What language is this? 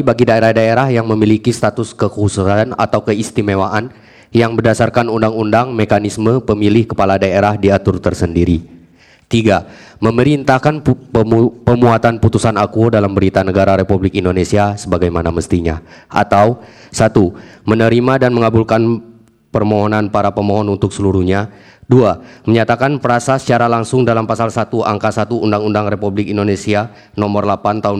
Indonesian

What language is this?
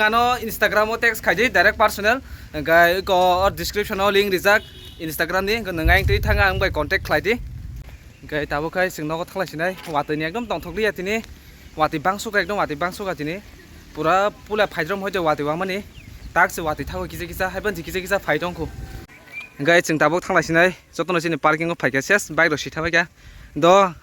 Kok Borok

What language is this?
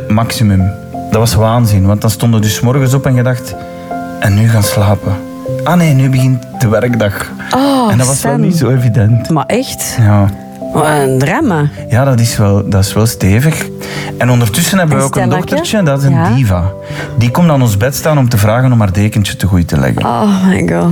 Dutch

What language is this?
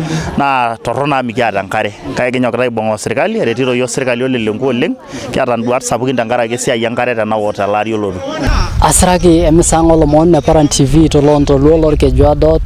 Masai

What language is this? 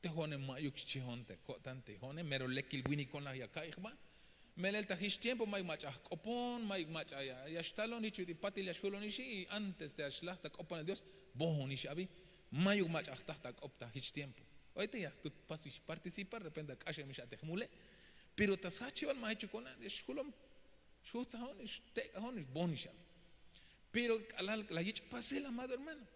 Tzeltal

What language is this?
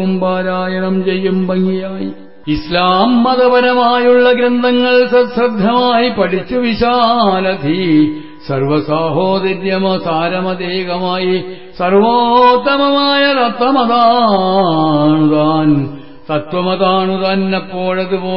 Malayalam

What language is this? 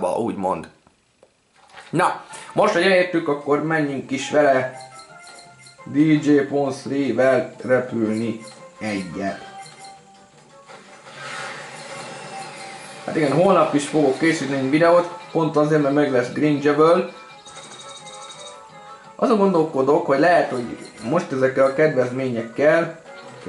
Hungarian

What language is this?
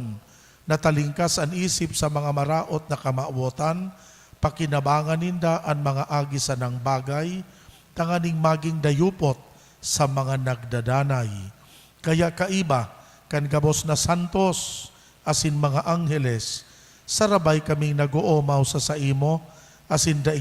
Bikol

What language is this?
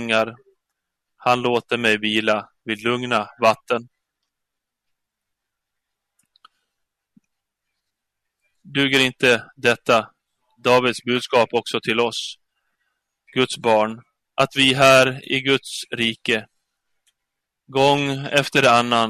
Swedish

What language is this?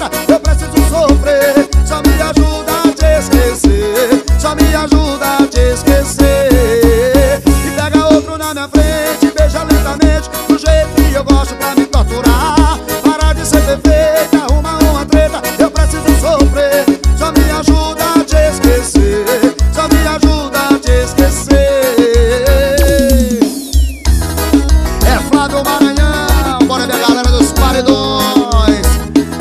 Portuguese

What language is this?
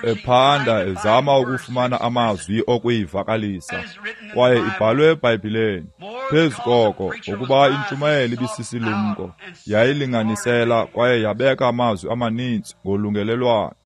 Xhosa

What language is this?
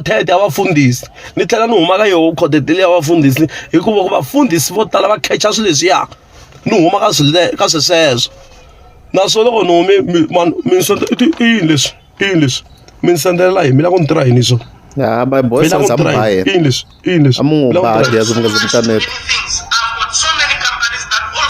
Tsonga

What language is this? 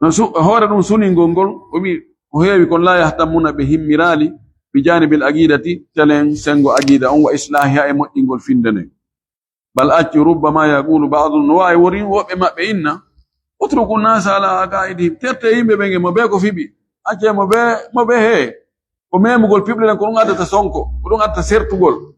Fula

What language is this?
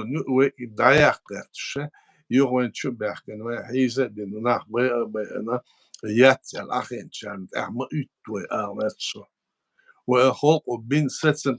Chechen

